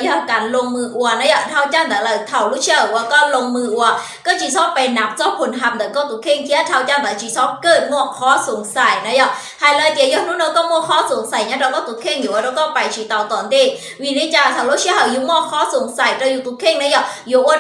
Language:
Hmong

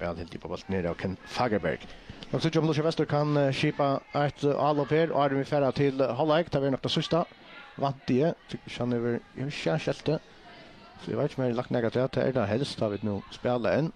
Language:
Faroese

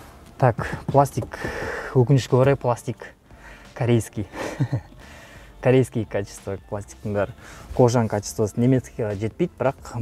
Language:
Kazakh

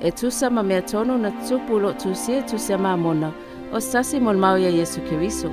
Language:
Samoan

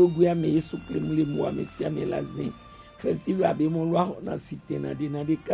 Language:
Gen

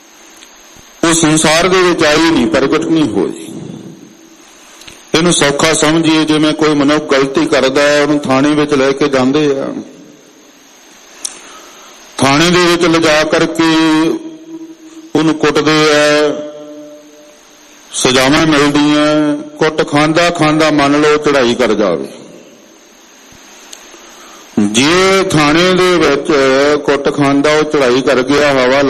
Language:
Punjabi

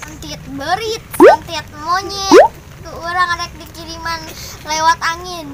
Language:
Sundanese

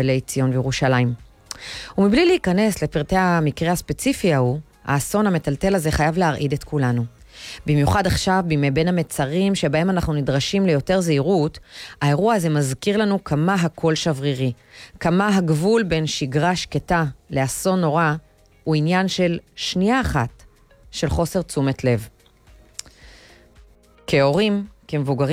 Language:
Hebrew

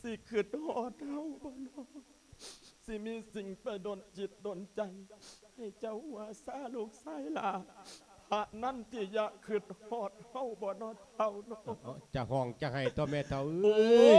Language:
Lao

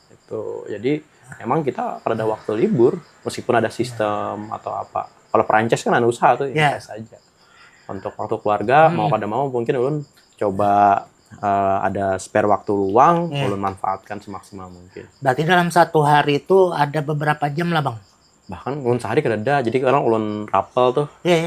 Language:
Banjar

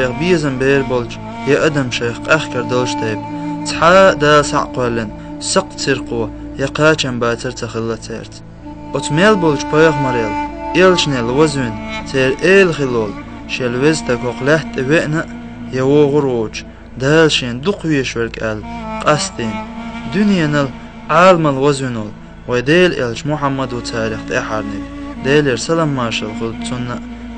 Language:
Chechen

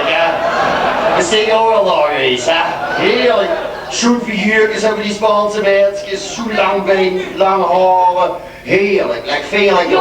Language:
Limburgish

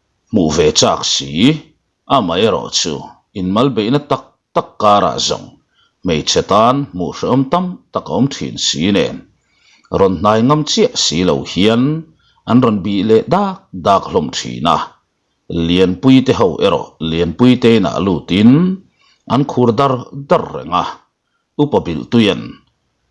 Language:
Mizo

